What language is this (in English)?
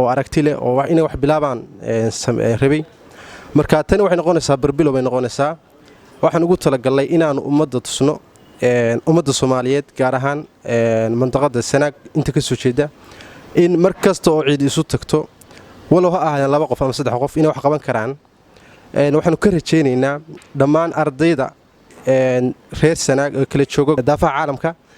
Somali